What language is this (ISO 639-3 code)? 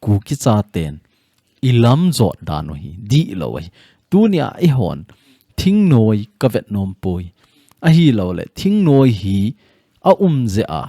tcz